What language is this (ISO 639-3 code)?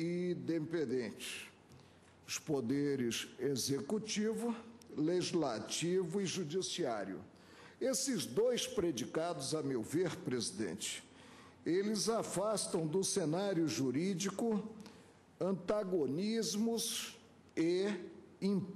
por